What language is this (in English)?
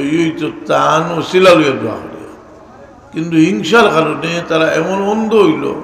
Sylheti